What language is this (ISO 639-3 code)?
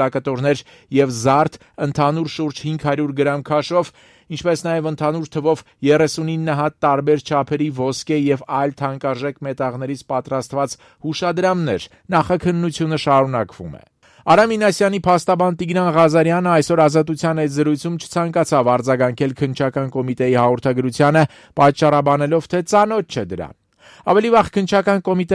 hye